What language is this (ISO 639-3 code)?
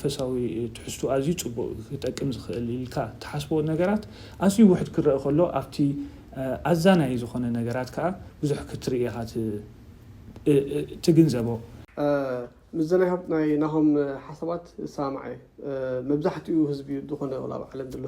tir